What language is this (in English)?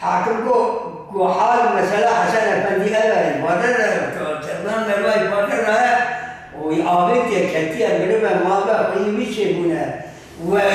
Kurdish